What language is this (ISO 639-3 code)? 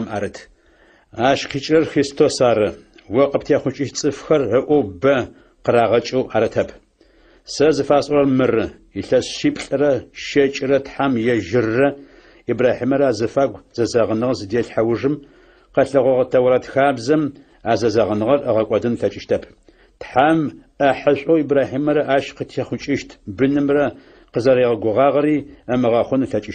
ady